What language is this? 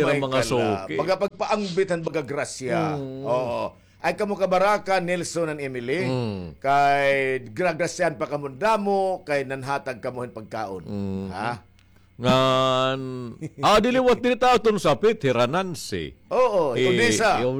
Waray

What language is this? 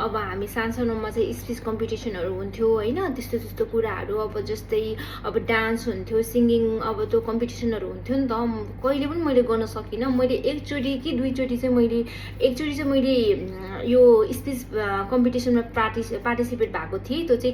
Nepali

